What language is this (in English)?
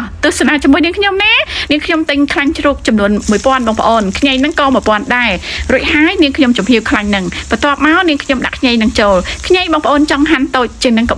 Khmer